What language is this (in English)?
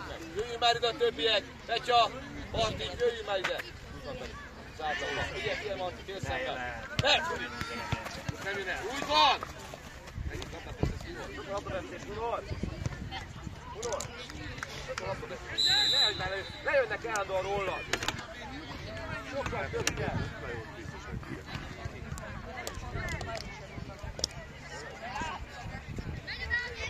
Hungarian